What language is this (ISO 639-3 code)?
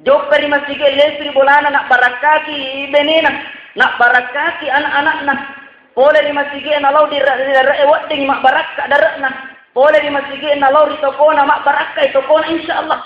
bug